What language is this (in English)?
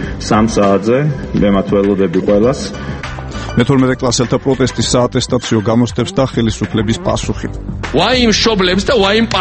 Georgian